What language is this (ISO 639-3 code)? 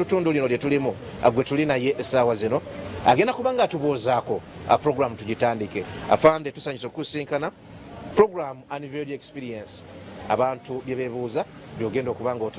lug